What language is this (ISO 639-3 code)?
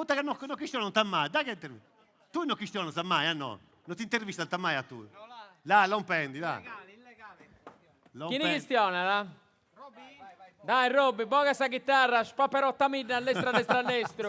srd